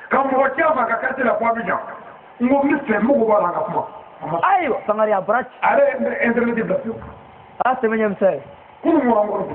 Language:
Bambara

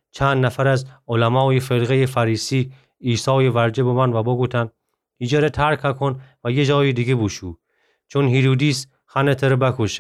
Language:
Gilaki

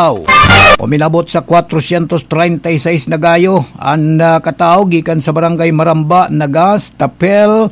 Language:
Bikol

